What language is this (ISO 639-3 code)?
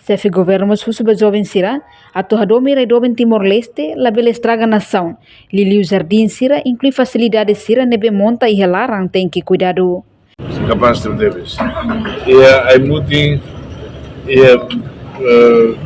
tet